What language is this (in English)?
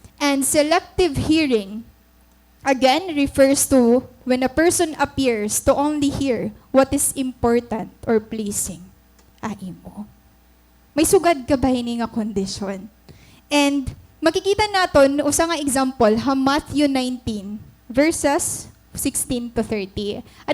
Waray